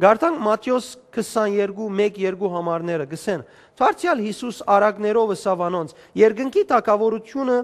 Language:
Western Armenian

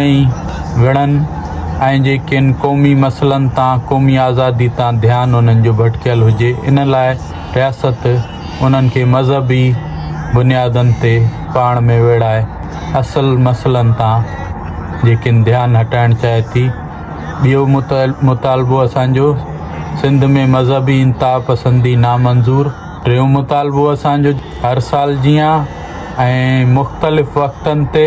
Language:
Sindhi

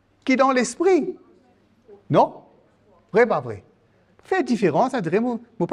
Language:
Morisyen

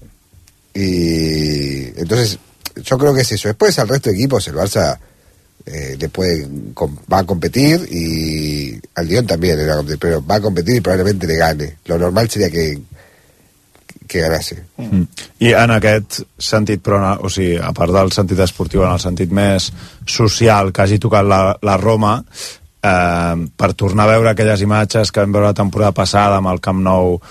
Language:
Catalan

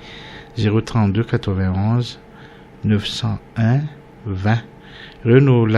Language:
Malagasy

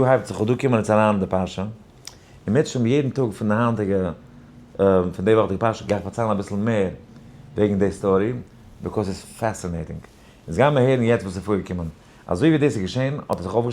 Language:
Yiddish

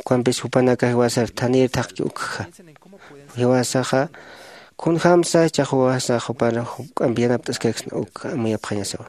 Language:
Aymara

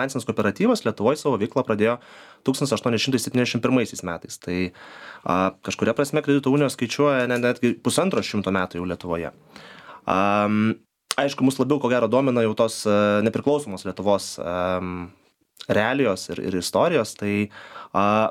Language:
Lithuanian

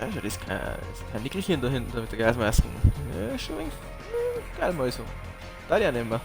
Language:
Bavarian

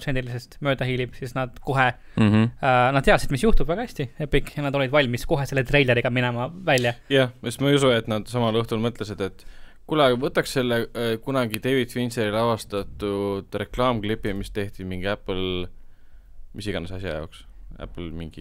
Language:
Estonian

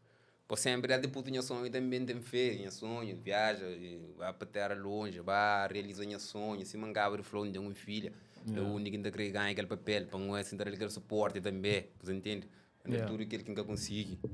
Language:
Kabuverdianu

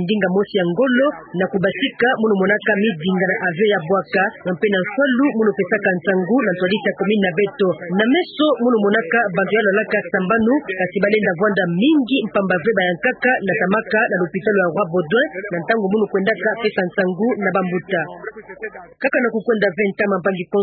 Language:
Kituba (Democratic Republic of Congo)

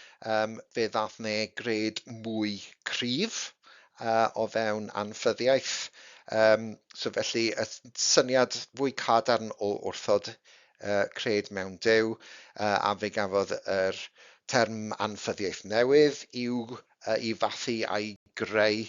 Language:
Welsh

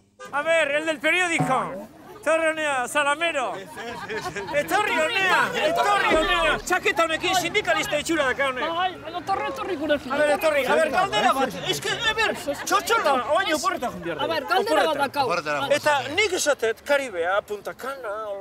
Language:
Basque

